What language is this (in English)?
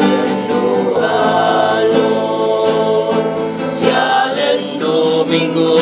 Toraja-Sa'dan